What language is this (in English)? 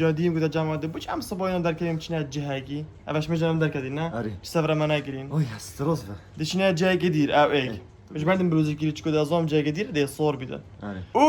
Kurdish